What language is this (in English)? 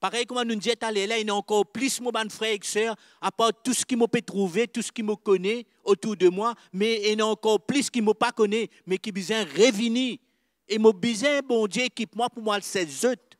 Morisyen